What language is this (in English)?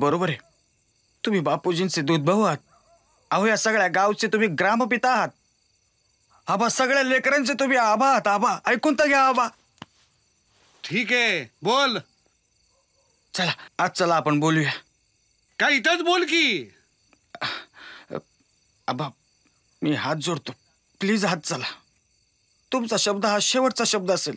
Marathi